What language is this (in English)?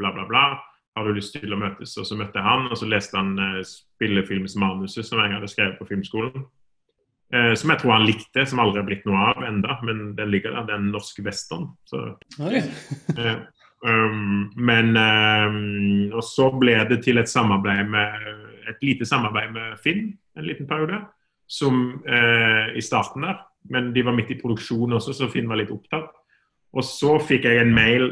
Norwegian